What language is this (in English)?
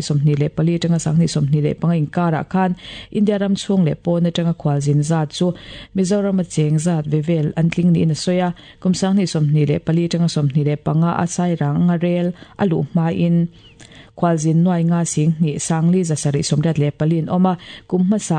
Mizo